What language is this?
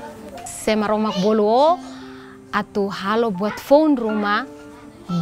Tetum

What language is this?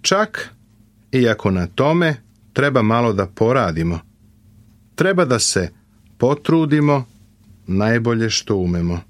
Serbian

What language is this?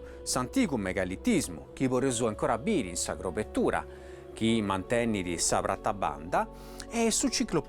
Sardinian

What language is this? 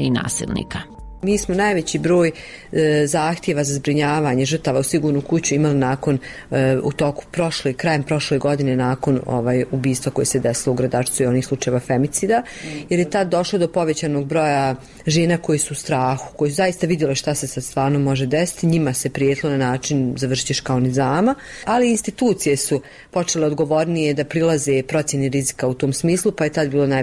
Bosnian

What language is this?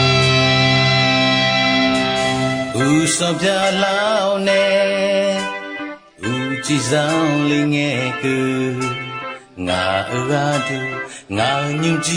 Akha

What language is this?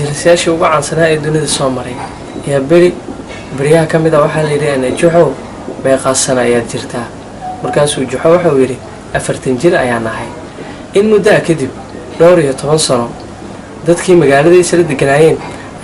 Somali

